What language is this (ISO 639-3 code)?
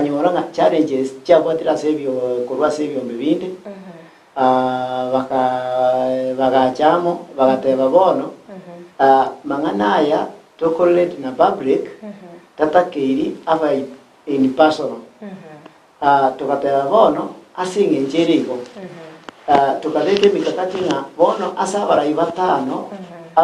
guz